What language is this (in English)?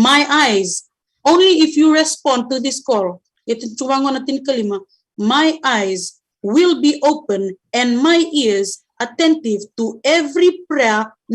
Fijian